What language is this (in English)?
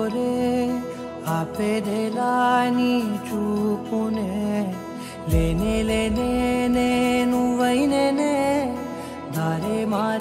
Telugu